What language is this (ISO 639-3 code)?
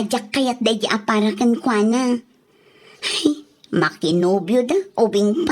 ilo